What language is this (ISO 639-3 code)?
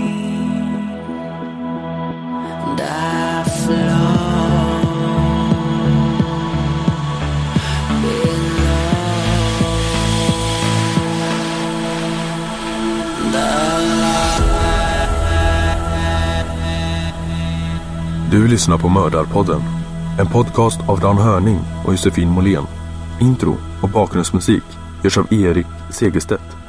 swe